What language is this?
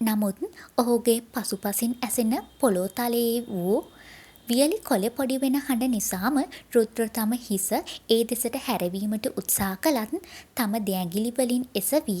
Sinhala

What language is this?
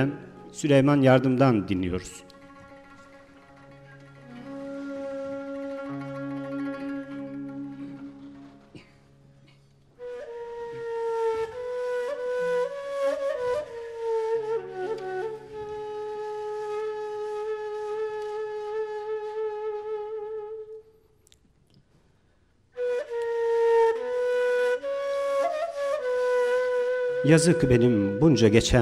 Turkish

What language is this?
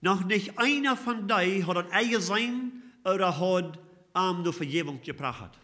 Plautdietsch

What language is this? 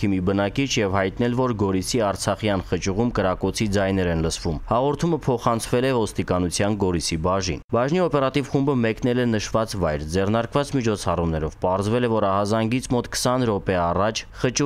Armenian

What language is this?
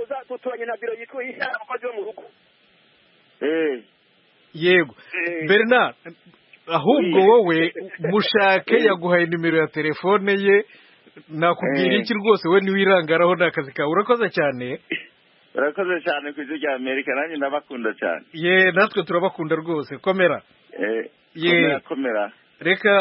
Kinyarwanda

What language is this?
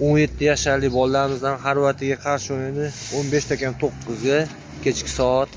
Uzbek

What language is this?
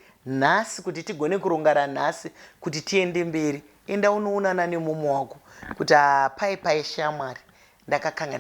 Shona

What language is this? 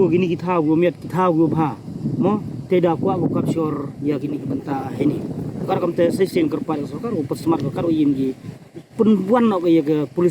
Pnar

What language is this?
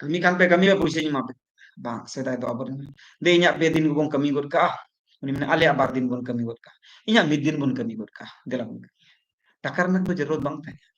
Santali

